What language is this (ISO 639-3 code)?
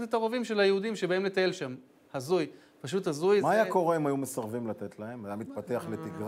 heb